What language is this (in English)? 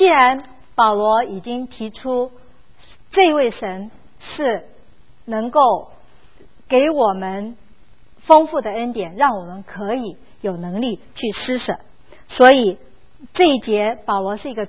Chinese